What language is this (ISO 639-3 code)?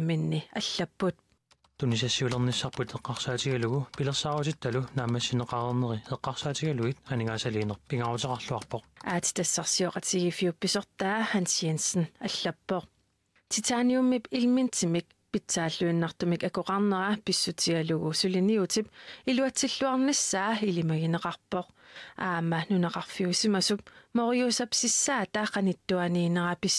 kal